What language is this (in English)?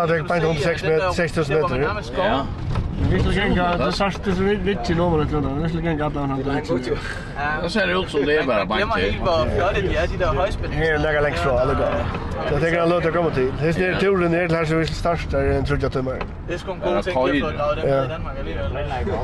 Faroese